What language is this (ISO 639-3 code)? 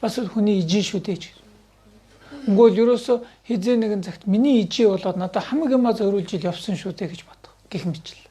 mon